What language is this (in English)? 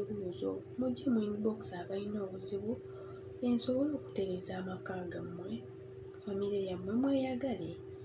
Ganda